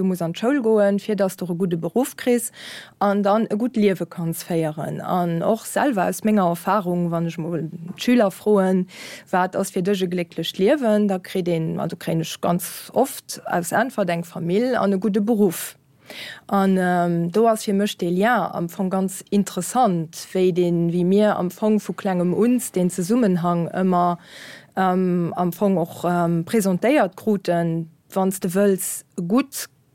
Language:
Luxembourgish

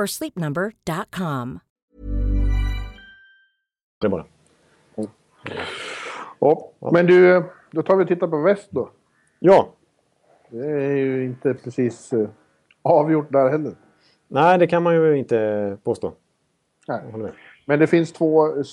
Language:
Swedish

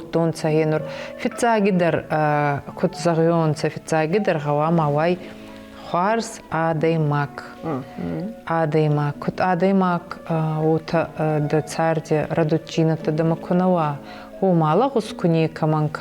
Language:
Ossetic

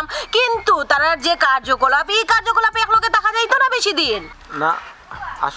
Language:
Sylheti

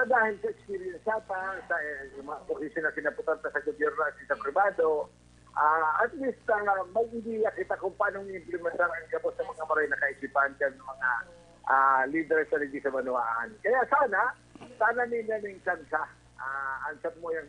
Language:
Bikol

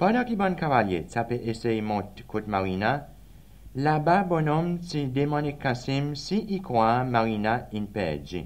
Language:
Seselwa Creole French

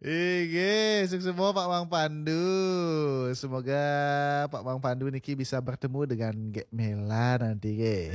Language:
Balinese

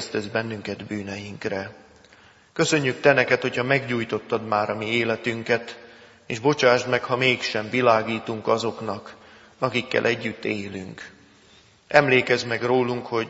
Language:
Hungarian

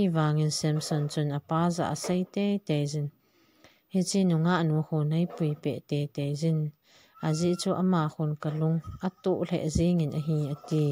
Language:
Thado Chin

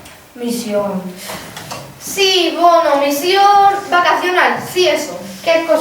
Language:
Asturian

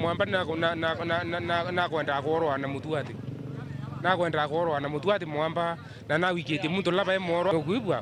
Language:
Meru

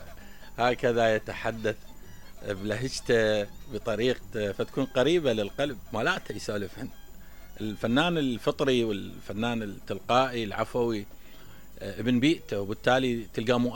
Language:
Mesopotamian Arabic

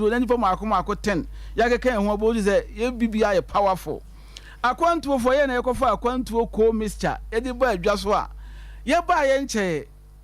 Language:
Akan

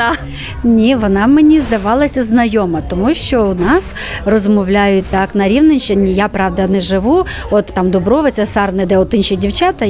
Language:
Ukrainian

